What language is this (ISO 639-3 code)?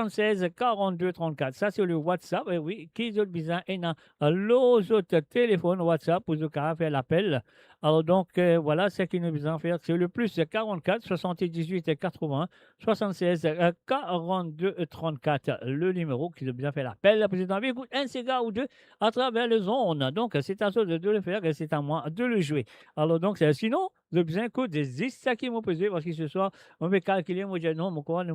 mfe